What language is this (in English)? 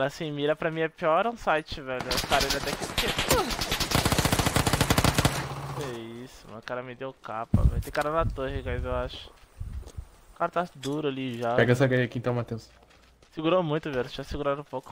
Portuguese